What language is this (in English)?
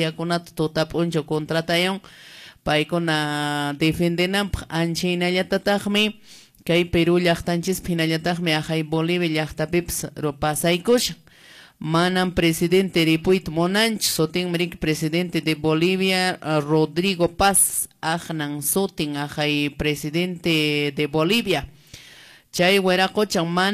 Quechua